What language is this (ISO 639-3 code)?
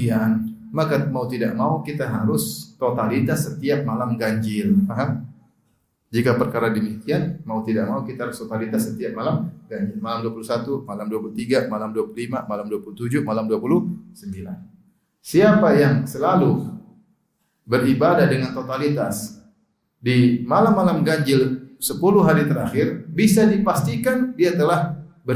ind